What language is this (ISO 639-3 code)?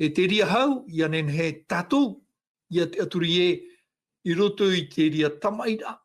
tah